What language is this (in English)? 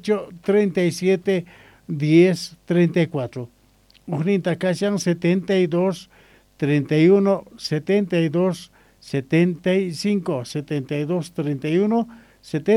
Quechua